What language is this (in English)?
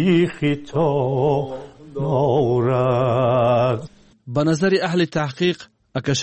Tajik